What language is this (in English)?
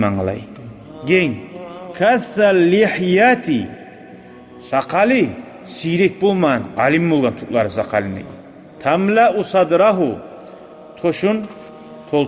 Kumyk